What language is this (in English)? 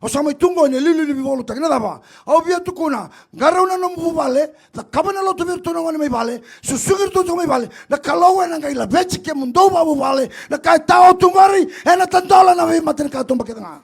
Fijian